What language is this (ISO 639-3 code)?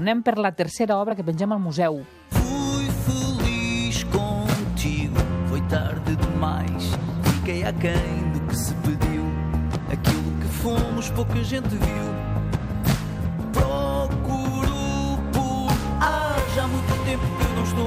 cat